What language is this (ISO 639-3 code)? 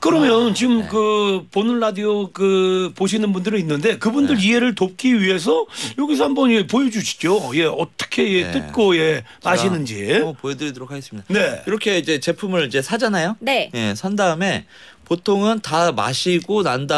kor